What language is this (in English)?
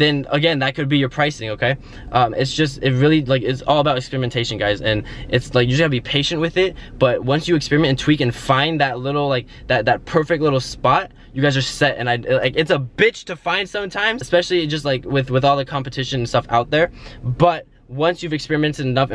English